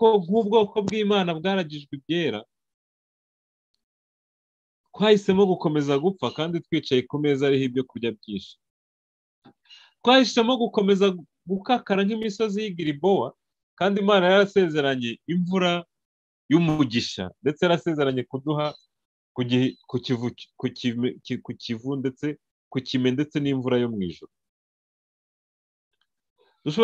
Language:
Kinyarwanda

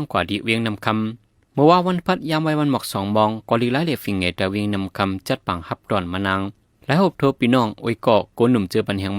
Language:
Shan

